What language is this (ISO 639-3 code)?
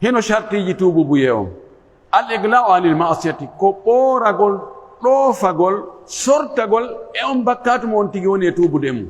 fuf